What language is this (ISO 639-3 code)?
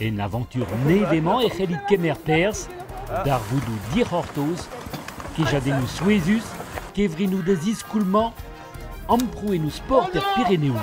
bre